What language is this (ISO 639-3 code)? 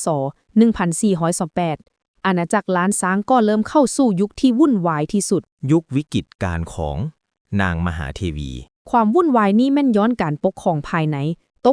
lao